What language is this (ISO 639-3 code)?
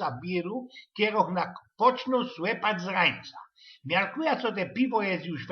szl